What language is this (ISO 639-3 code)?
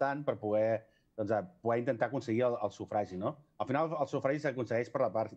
cat